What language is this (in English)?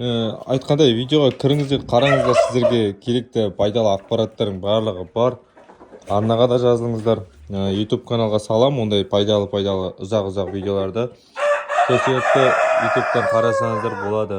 Kazakh